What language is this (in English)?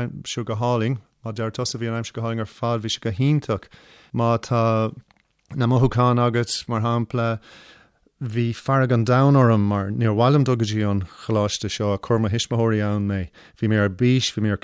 Irish